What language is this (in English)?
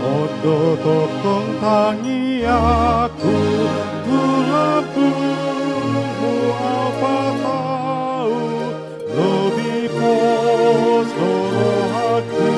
Batak Toba